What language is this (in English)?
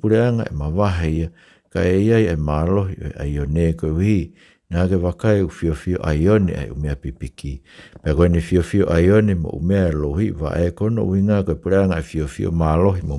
Tongan